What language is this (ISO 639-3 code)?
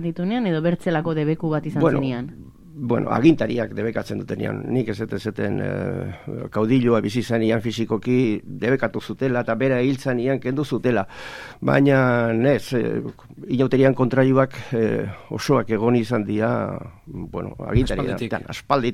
eus